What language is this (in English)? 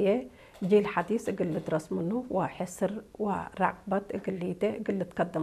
Tigre